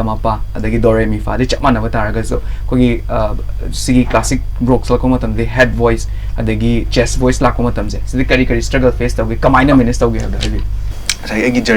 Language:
Manipuri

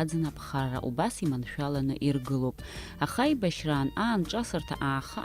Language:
Abkhazian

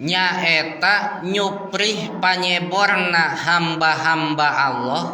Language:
Sundanese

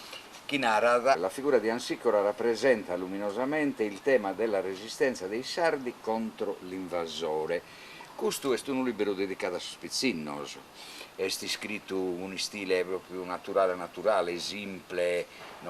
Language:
Sardinian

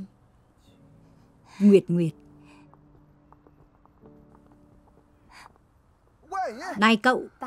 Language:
Vietnamese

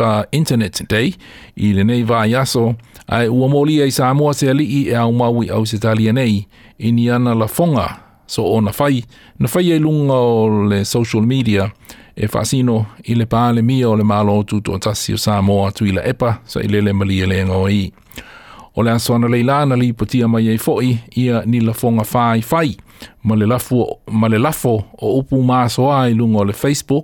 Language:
Samoan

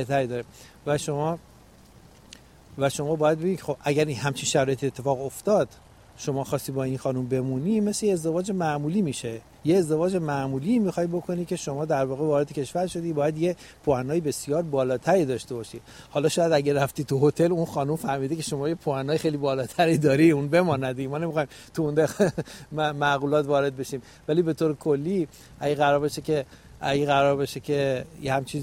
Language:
Persian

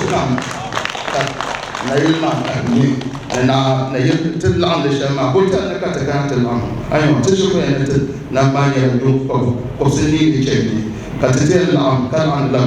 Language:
Dagbani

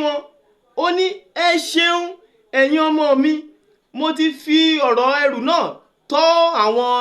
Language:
Yoruba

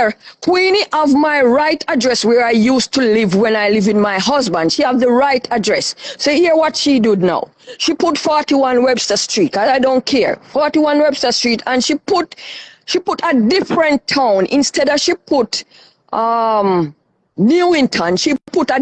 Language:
Jamaican Creole English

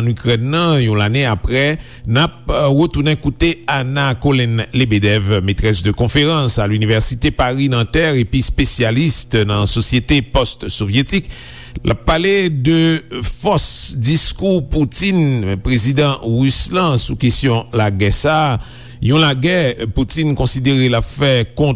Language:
Haitian Creole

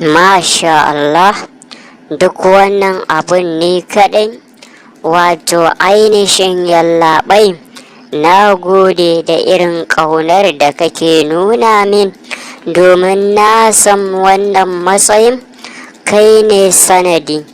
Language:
Hausa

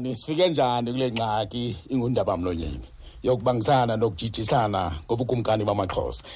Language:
Xhosa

